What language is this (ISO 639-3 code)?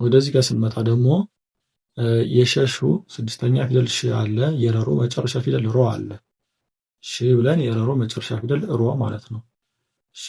amh